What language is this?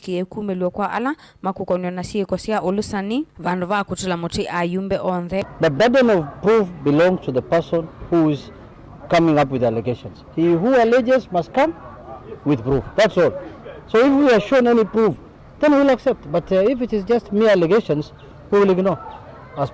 Kamba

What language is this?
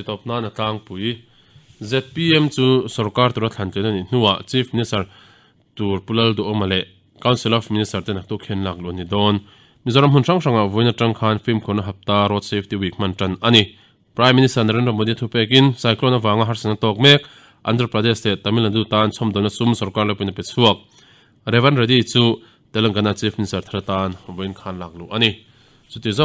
Mizo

